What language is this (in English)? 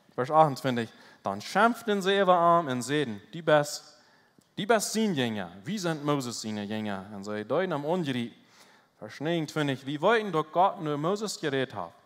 Plautdietsch